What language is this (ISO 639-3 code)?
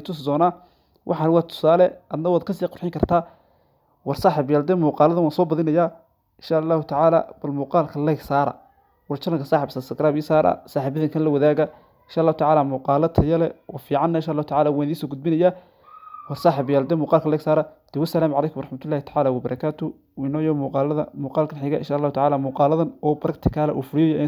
som